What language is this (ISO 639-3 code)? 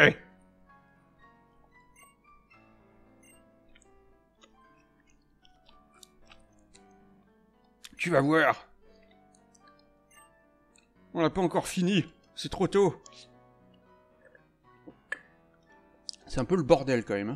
fra